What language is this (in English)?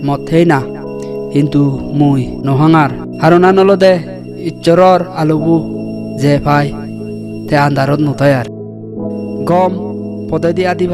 Chakma